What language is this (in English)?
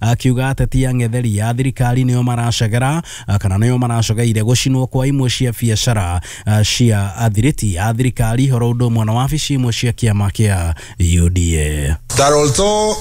Kikuyu